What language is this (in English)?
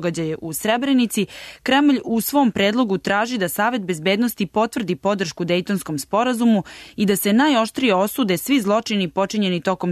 Serbian